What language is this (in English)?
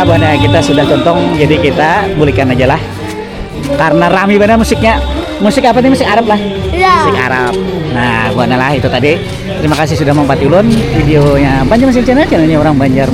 Banjar